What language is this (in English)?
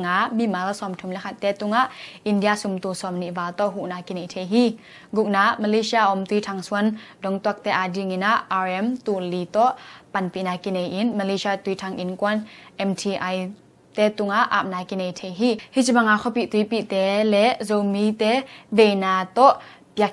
Tedim Chin